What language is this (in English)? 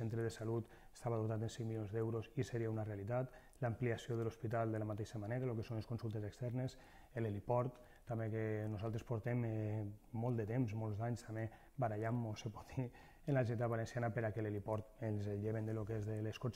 Catalan